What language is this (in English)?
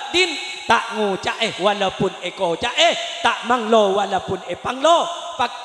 Madurese